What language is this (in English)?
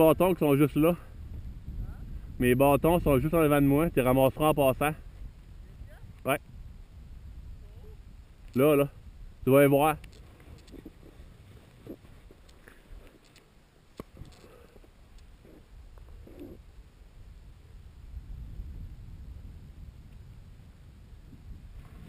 French